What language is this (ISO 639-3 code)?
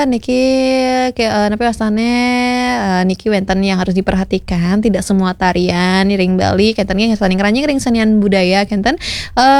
ban